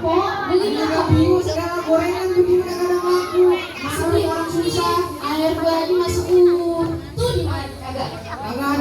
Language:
Betawi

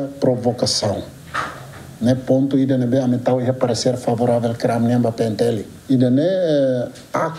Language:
Tetum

